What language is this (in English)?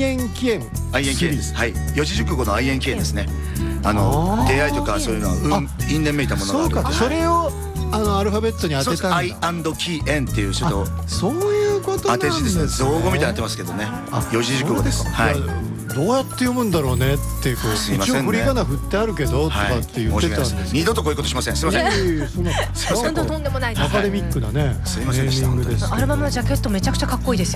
Japanese